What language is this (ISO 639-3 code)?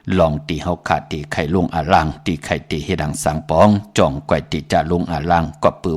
shn